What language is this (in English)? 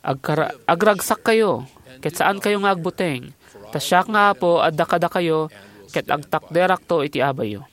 Iloko